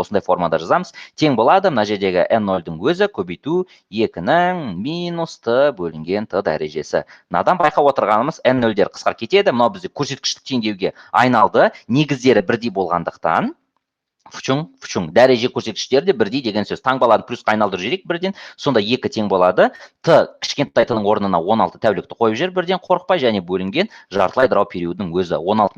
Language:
Kazakh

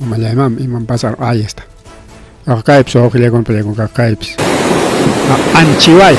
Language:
Ayacucho Quechua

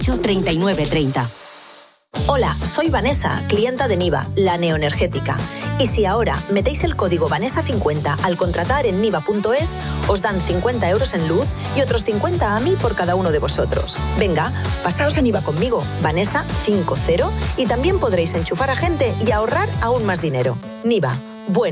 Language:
Spanish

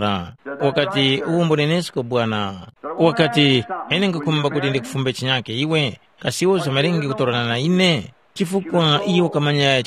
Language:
Tumbuka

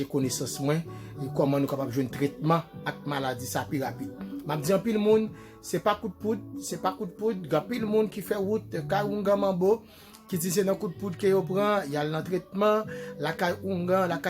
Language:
Haitian Creole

